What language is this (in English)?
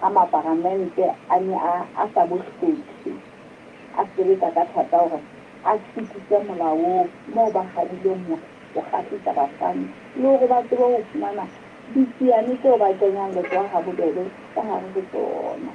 Southern Sotho